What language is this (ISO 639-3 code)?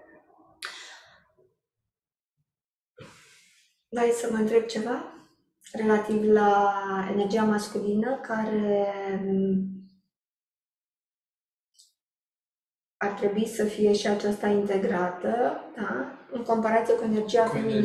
ron